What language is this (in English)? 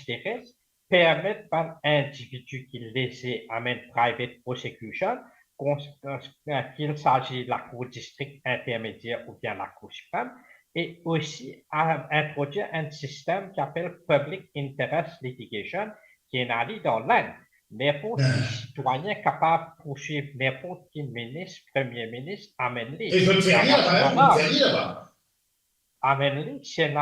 Morisyen